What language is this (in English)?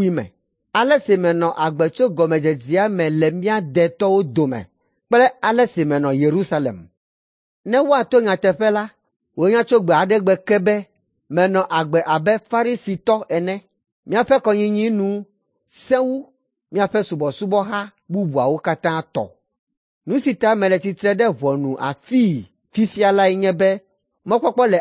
Ewe